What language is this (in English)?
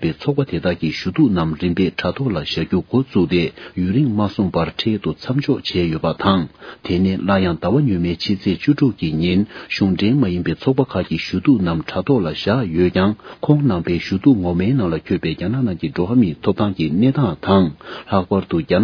Tibetan